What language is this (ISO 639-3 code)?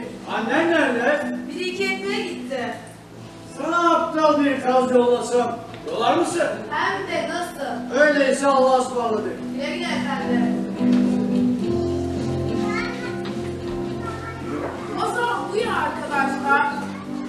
tur